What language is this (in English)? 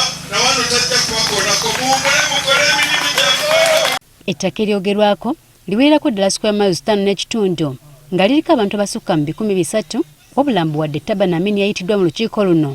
Ganda